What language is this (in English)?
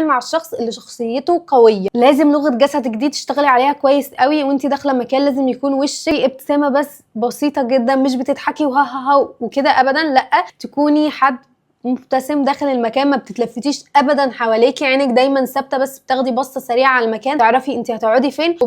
Egyptian Arabic